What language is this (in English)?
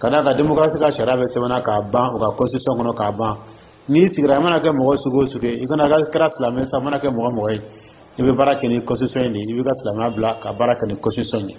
Dyula